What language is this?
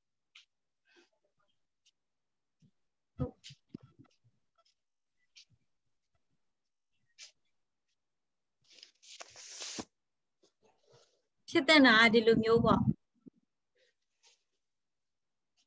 Burmese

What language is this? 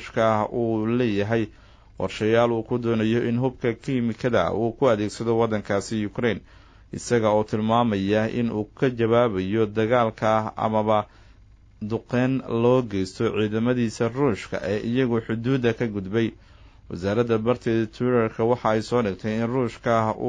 Somali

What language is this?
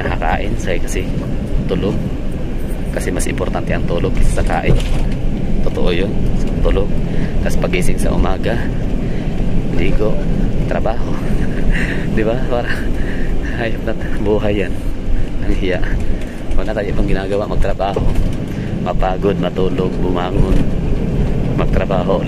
Filipino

